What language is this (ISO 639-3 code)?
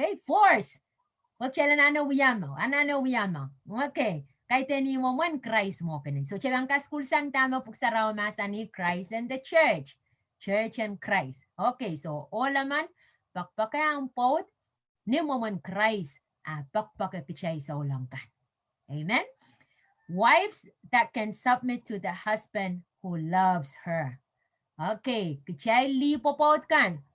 pon